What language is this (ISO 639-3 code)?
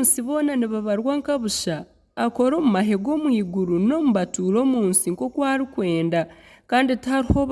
nyn